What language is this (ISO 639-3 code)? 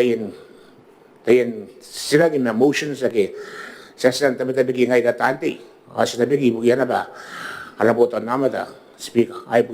gil